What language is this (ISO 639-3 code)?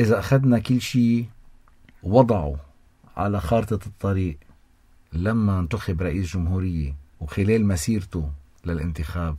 apc